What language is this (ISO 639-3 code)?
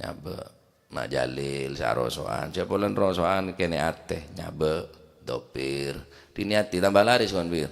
mad